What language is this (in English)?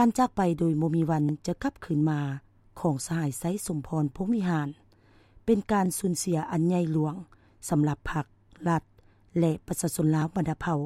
Lao